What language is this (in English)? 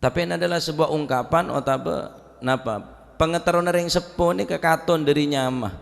Madurese